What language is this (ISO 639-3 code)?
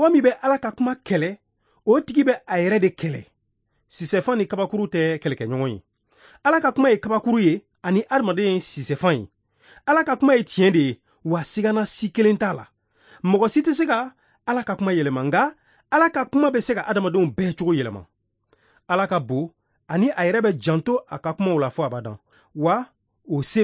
bam